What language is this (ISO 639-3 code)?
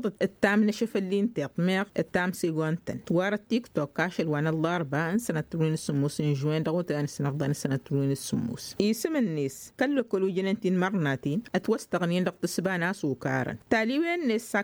taq